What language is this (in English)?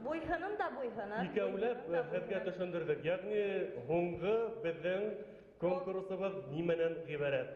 Bashkir